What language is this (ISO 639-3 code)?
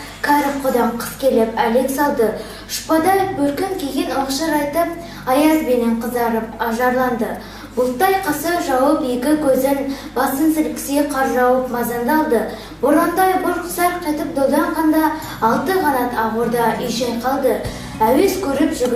kaz